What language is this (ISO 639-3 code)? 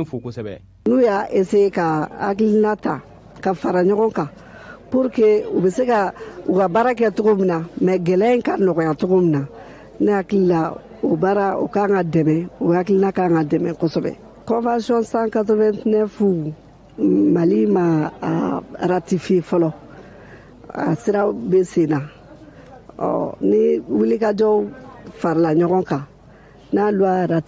bam